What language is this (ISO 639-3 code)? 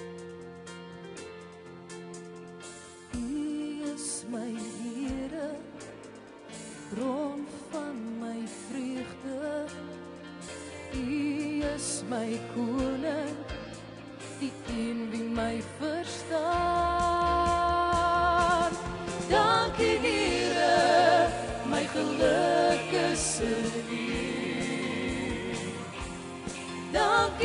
afr